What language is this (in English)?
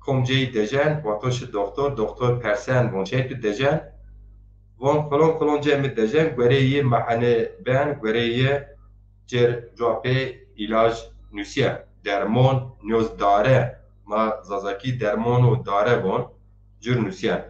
Zaza